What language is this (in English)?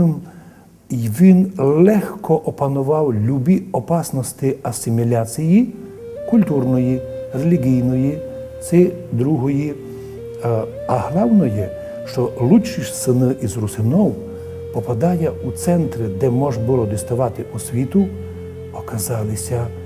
Rusyn